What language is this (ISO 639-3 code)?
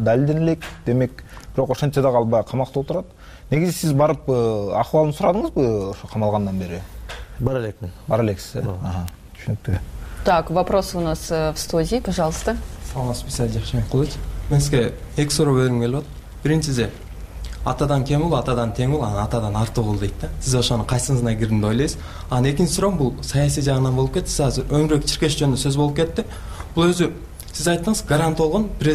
kir